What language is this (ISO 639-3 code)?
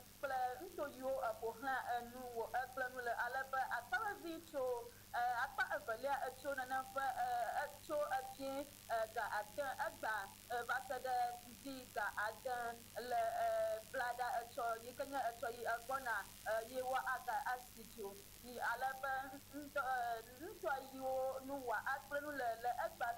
ewe